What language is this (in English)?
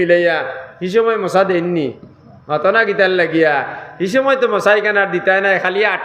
Sylheti